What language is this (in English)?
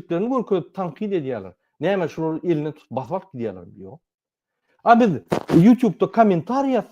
Turkmen